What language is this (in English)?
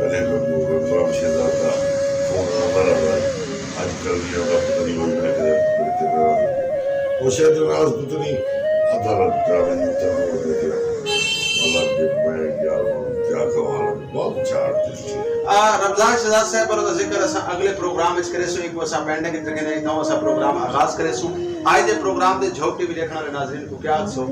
Saraiki